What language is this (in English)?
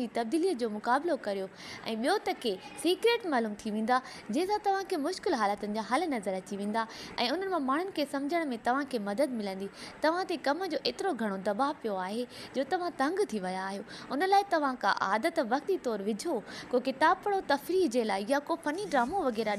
Sindhi